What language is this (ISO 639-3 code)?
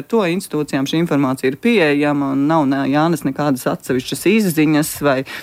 lav